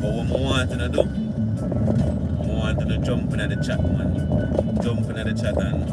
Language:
Jamaican Creole English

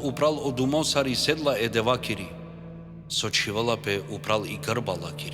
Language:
Balkan Romani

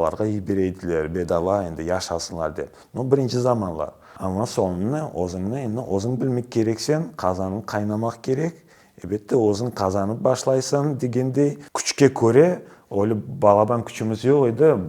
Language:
Crimean Tatar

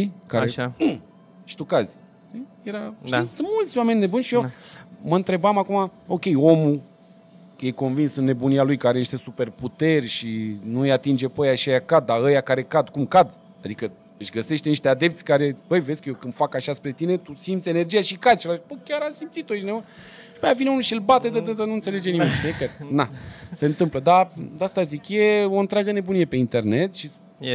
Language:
Romanian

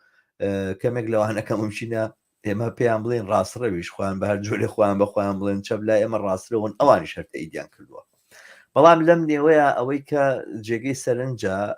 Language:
Central Kurdish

